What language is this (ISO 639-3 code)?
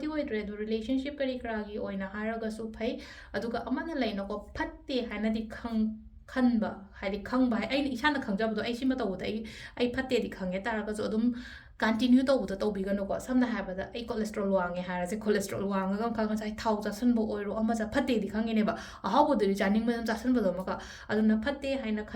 mni